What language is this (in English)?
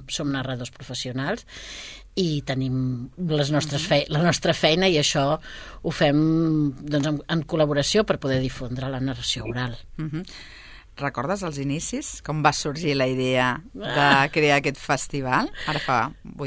Catalan